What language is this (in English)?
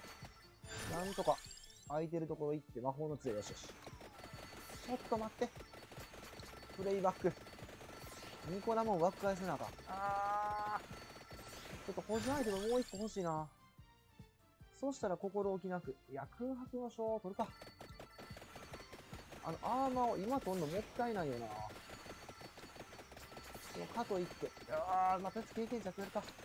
Japanese